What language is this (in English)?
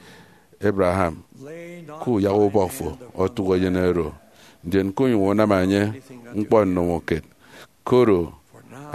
Efik